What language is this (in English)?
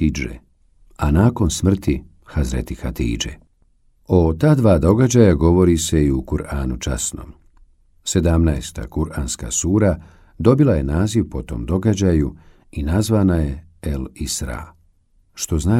Bosnian